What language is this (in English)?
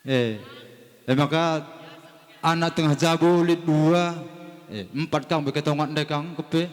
Batak Karo